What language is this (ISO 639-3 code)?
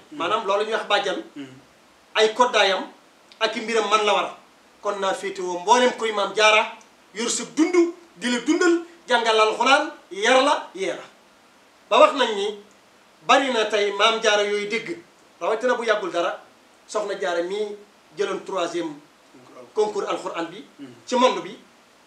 wol